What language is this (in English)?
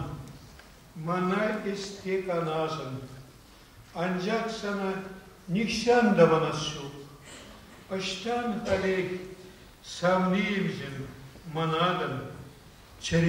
Chuvash